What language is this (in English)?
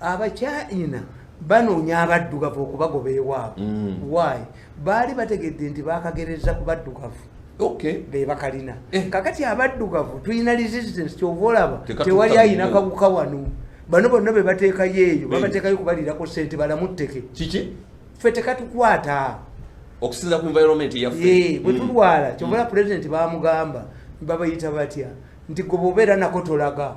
Ganda